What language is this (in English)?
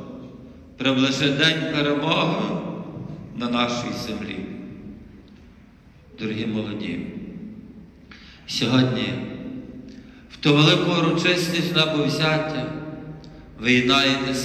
Ukrainian